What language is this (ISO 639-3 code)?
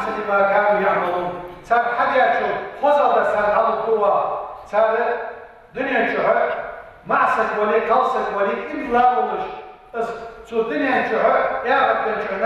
inh